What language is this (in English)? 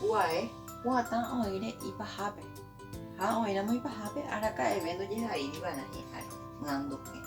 Guarani